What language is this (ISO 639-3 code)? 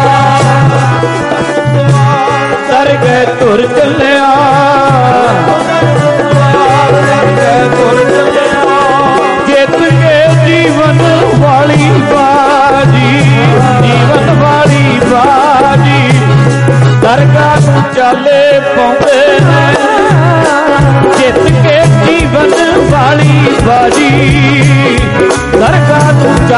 pan